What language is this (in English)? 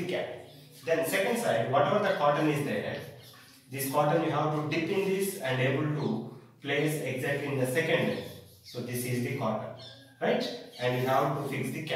English